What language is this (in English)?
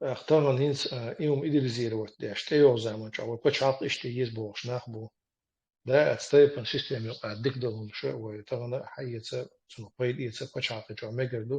Chechen